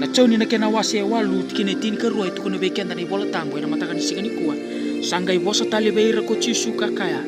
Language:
Fijian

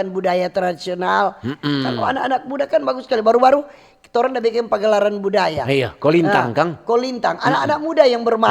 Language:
Manado Malay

